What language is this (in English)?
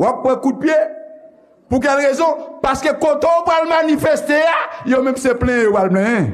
Haitian Creole